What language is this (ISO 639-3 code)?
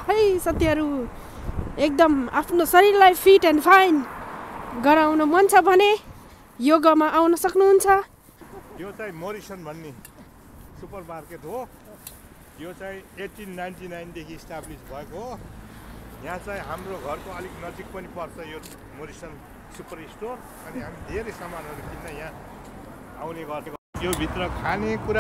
nep